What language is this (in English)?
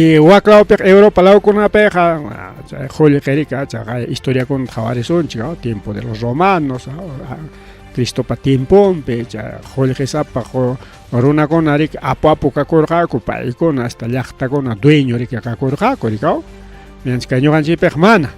Ayacucho Quechua